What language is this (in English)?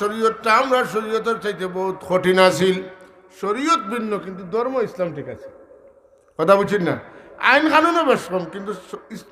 Sylheti